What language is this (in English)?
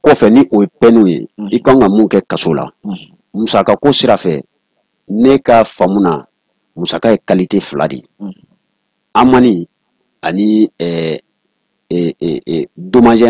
Bambara